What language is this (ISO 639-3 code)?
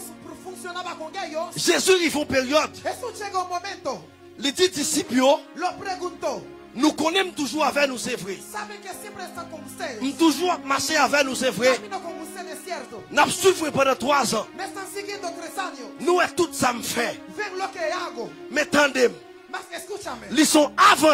fra